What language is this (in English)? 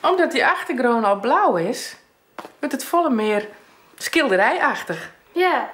Western Frisian